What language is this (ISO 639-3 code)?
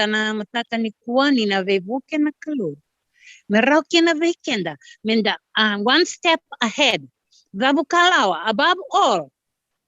fij